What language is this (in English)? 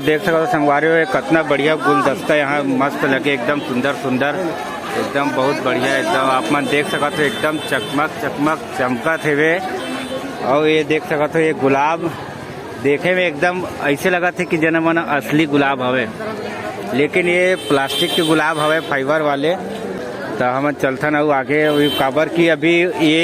Chhattisgarhi